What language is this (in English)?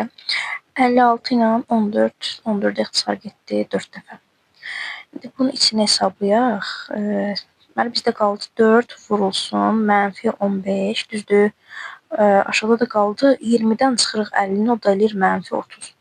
Azerbaijani